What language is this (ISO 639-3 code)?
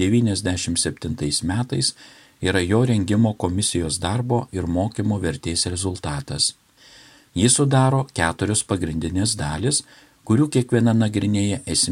lit